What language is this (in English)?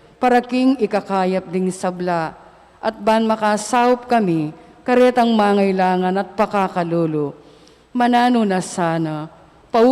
Pampanga